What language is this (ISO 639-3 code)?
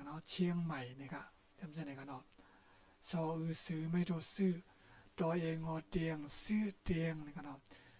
shn